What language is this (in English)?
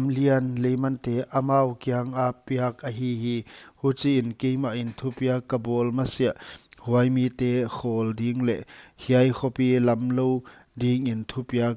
Paite Chin